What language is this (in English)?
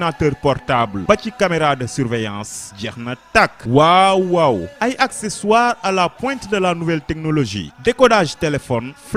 Wolof